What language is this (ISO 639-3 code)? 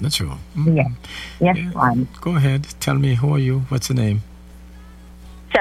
eng